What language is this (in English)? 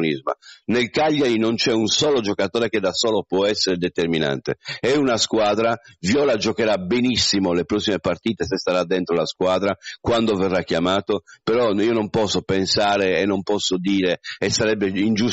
Italian